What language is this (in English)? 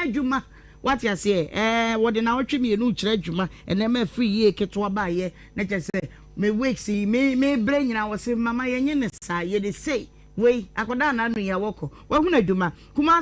Akan